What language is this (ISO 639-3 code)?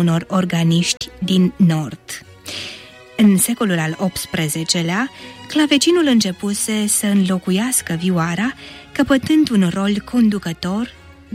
ron